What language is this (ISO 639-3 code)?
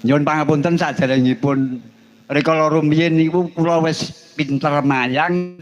jav